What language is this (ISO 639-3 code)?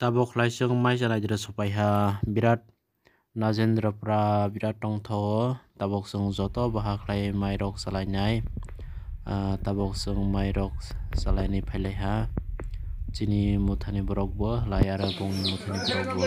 trp